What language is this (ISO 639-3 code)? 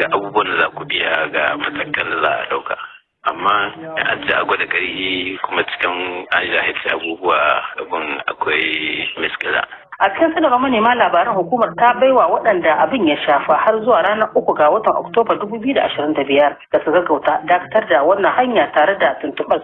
hau